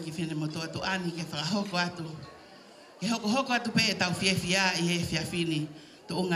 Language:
Tongan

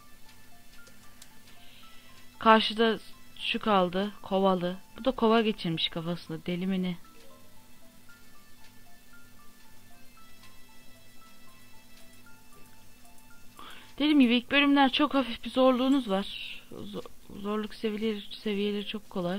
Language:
Turkish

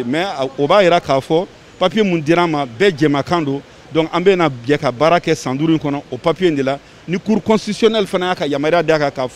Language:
Bambara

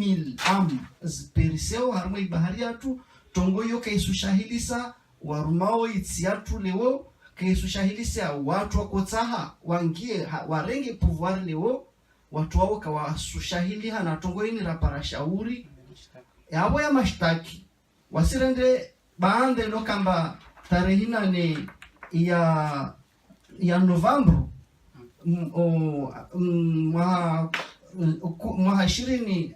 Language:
Ngazidja Comorian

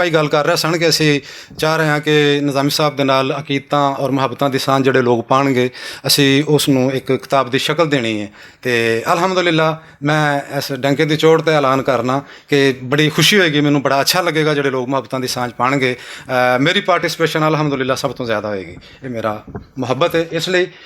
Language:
Western Panjabi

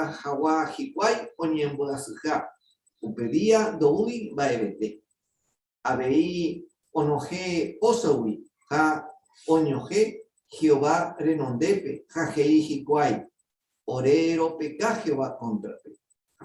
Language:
Guarani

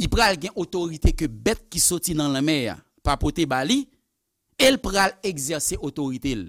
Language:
Haitian Creole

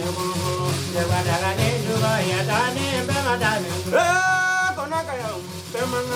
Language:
Bambara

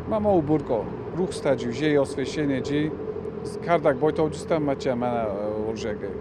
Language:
Ossetic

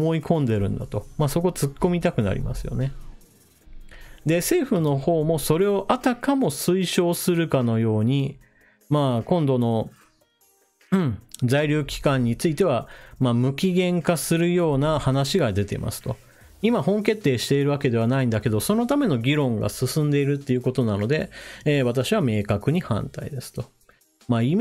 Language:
Japanese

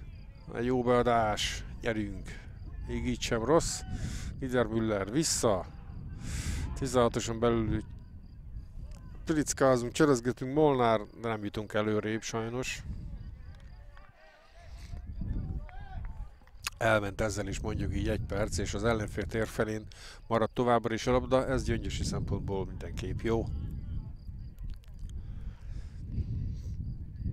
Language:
Hungarian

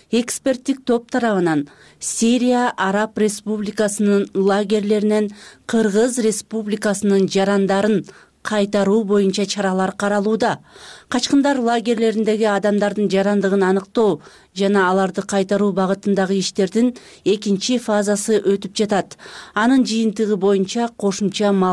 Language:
Kyrgyz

